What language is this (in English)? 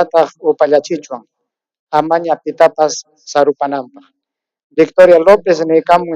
Ayacucho Quechua